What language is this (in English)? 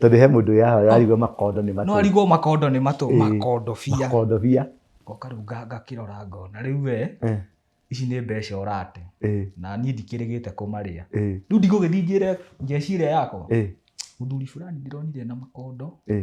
Kikuyu